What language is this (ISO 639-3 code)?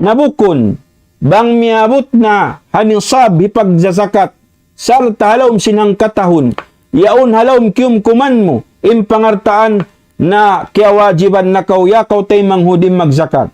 tsg